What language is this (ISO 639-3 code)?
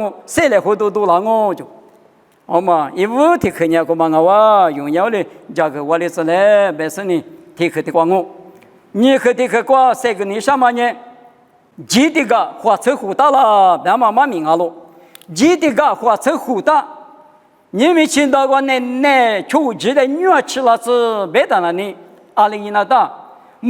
lis